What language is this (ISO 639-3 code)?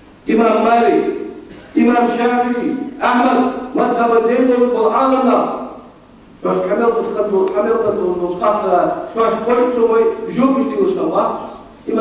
inh